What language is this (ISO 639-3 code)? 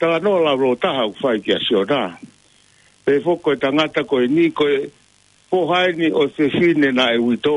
ton